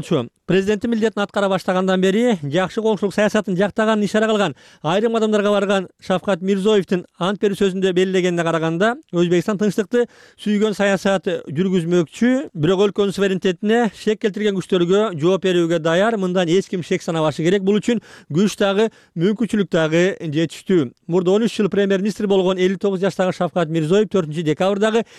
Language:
Kyrgyz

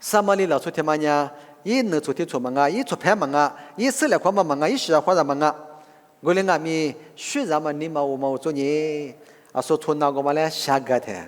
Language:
Lisu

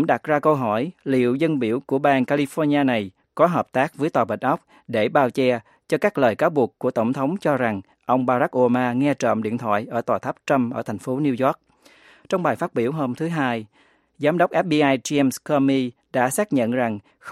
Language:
Vietnamese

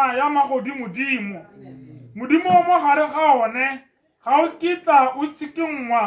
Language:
Tswana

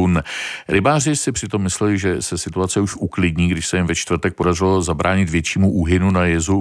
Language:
Czech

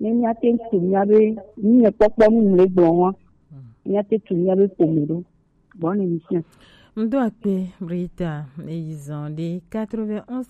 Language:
Gen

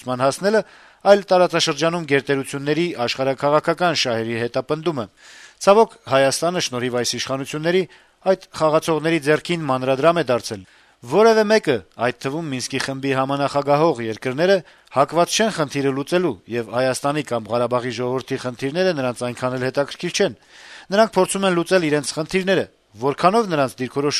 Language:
Armenian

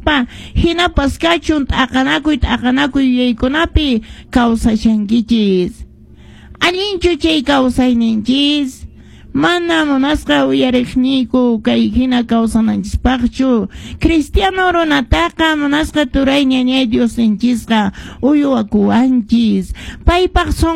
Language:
Quechua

